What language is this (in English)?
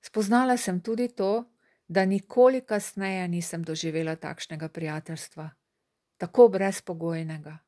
Slovenian